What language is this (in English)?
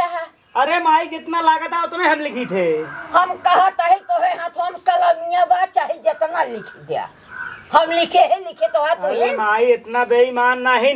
Awadhi